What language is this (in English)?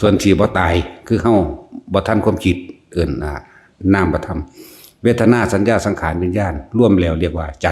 Lao